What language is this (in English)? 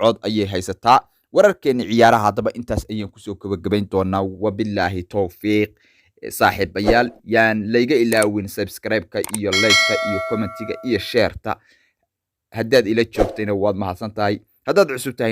Somali